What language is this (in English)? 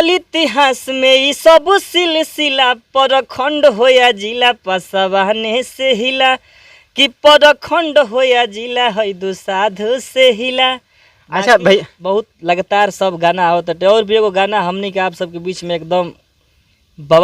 Bhojpuri